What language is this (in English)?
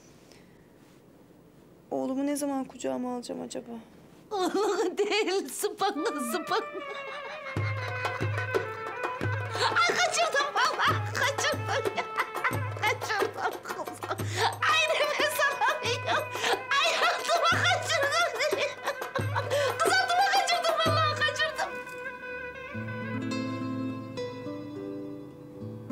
Turkish